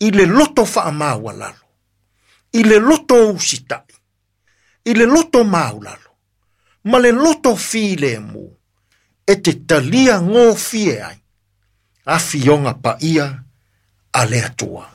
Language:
Samoan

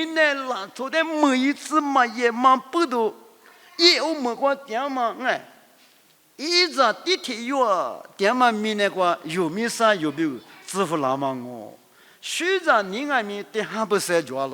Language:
Lisu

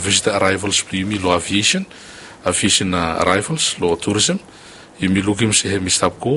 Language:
Bislama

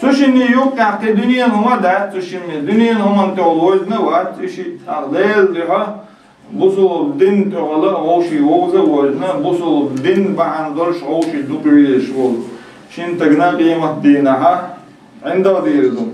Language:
Chechen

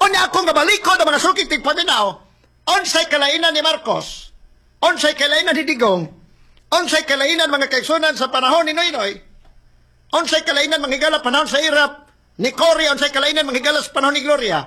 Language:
Cebuano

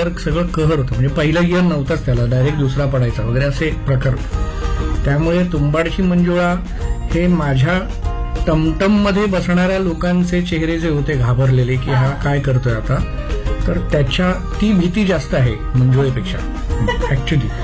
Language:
Marathi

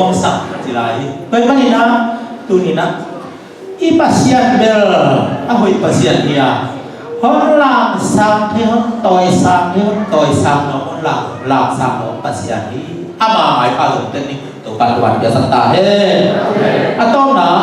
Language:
Tedim Chin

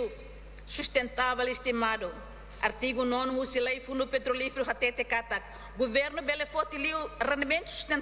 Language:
Tetum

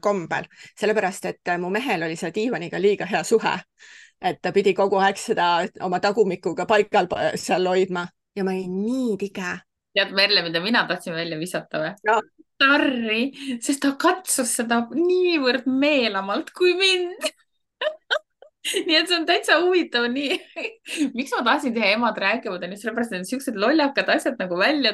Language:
Estonian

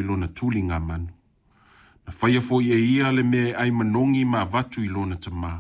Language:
Samoan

